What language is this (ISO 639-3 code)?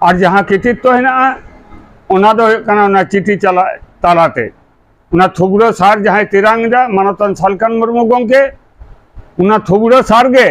sat